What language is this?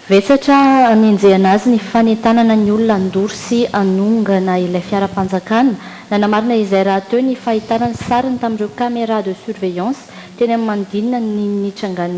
Malagasy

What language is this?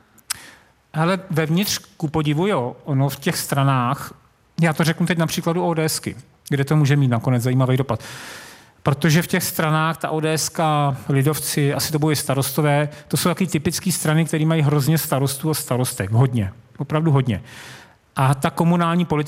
Czech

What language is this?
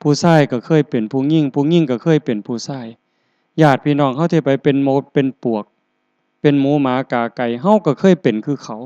Northeastern Thai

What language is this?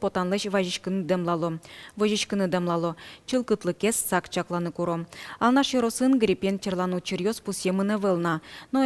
Udmurt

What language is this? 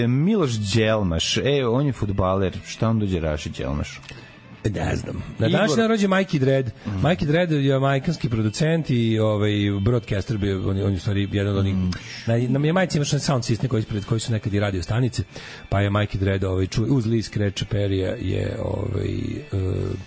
Serbian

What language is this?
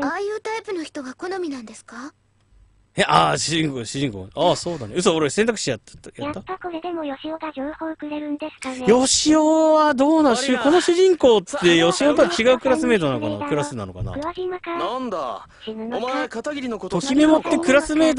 Japanese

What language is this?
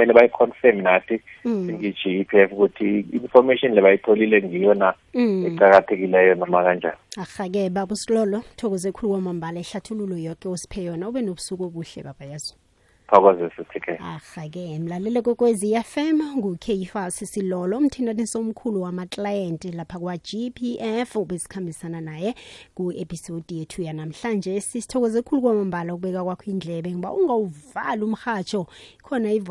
South Ndebele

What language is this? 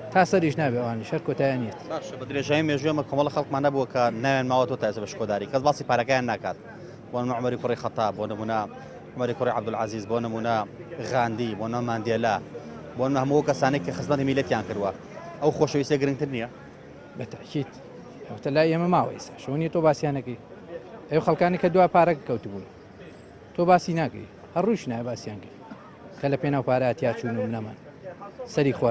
Central Kurdish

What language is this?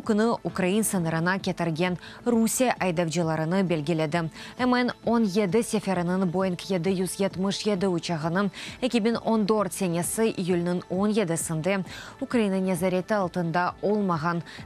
Crimean Tatar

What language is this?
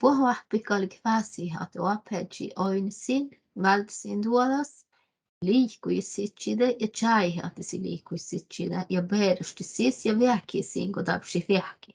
Northern Sami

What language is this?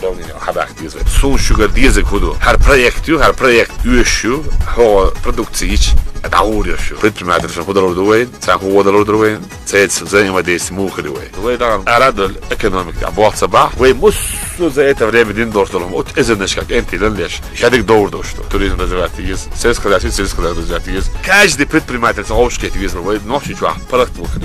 Chechen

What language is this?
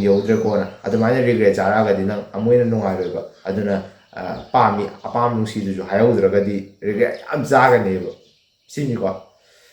Manipuri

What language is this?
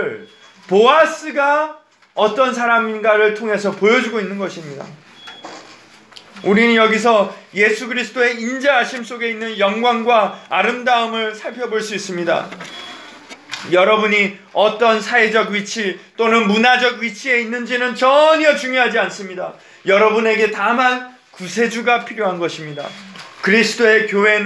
Korean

